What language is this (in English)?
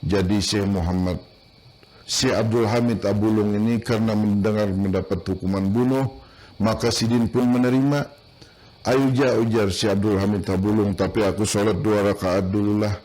Banjar